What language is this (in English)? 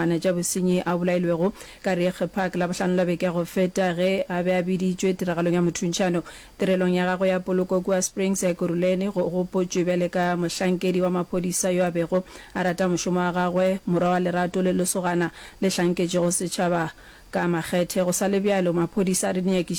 Northern Sotho